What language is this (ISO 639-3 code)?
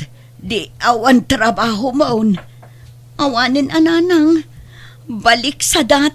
ilo